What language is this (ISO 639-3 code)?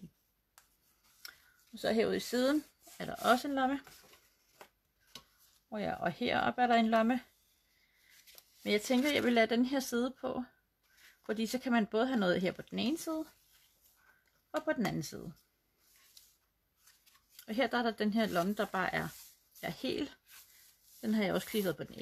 dan